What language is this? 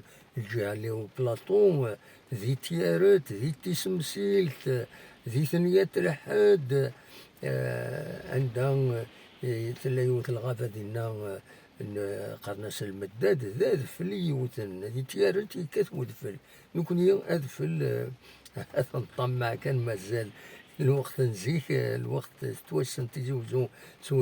Kabyle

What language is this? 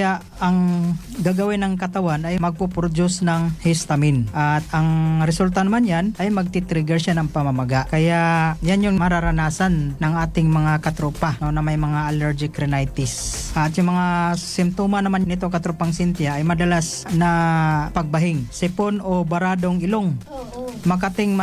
Filipino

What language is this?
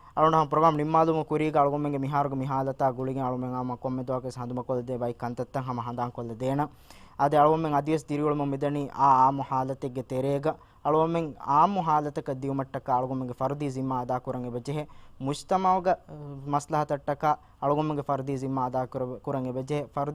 Divehi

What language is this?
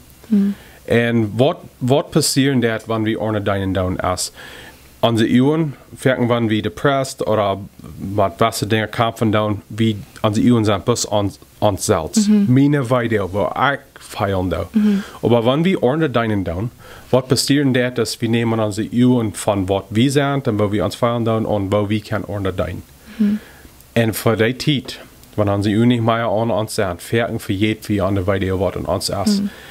Plautdietsch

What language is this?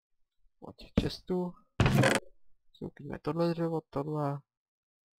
Czech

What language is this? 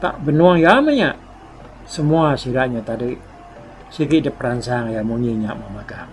Iban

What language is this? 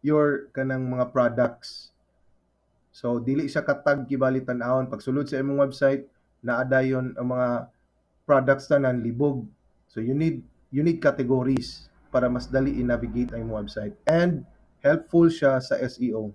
Cebuano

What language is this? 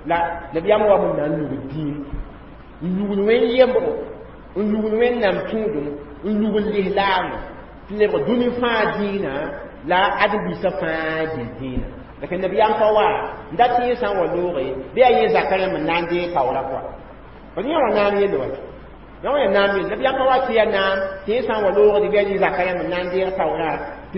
Mossi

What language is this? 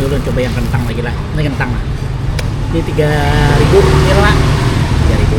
Banjar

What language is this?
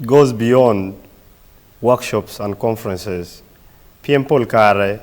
Acoli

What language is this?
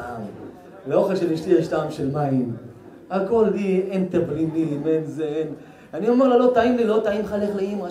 Hebrew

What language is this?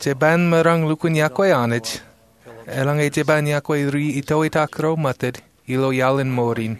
Marshallese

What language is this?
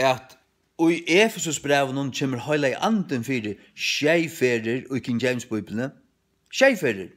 Faroese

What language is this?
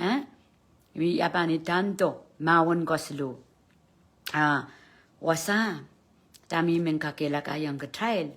Pohnpeian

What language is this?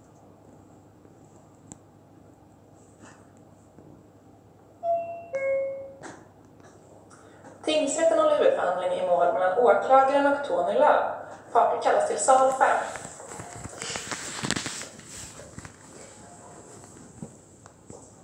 Swedish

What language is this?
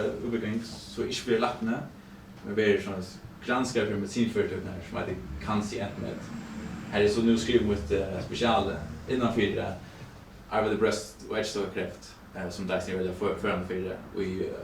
Faroese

